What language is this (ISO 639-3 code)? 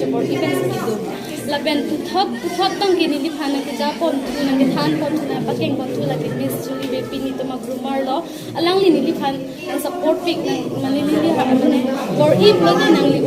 mjw